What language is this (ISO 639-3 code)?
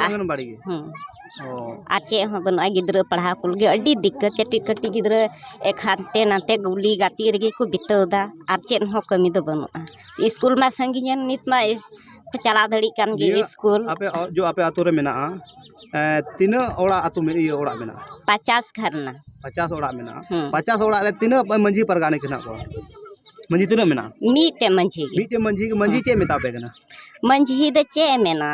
sat